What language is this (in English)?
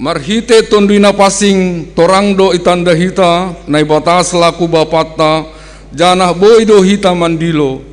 Batak Simalungun